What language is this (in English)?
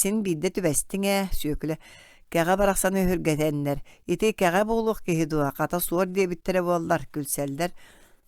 Yakut